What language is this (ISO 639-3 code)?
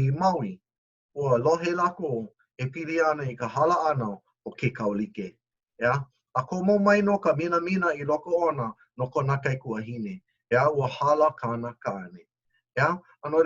haw